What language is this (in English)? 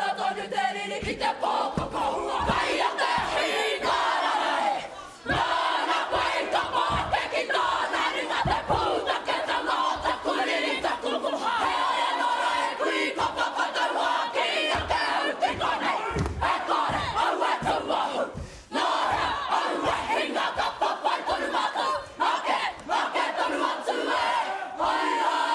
Māori